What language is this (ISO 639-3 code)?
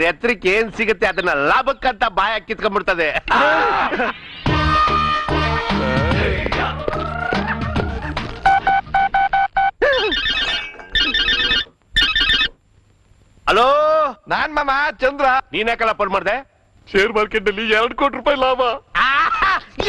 kan